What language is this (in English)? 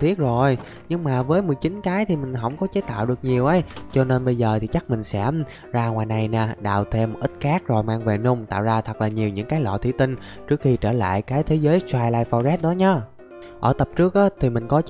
Vietnamese